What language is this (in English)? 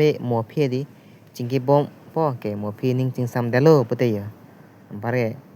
Karbi